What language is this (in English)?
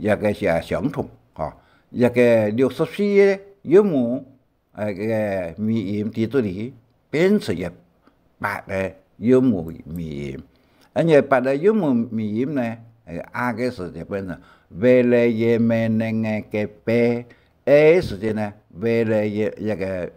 Hakka Chinese